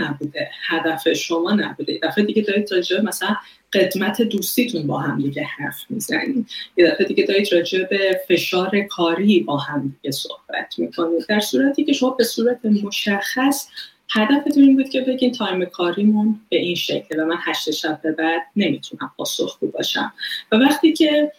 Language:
Persian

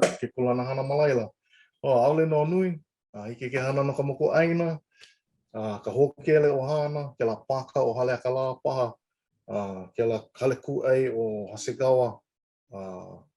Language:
Hawaiian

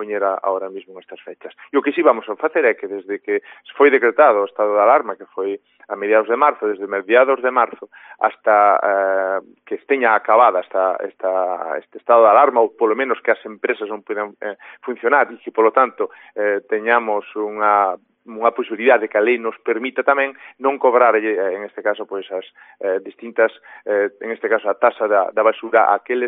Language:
Galician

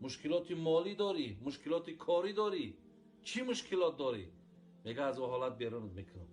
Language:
Tajik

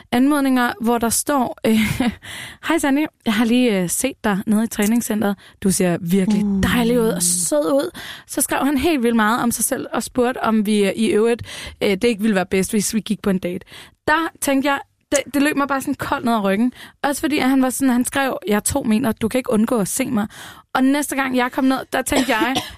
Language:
Danish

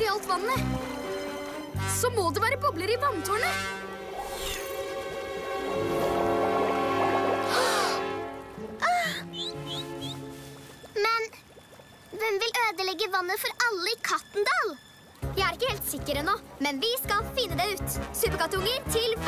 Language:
Norwegian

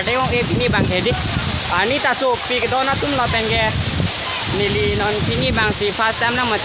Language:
Karbi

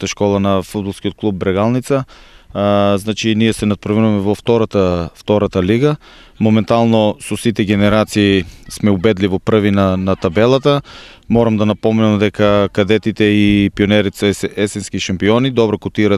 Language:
Macedonian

